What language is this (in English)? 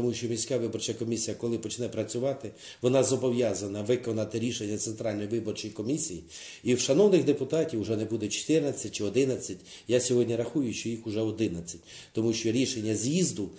Ukrainian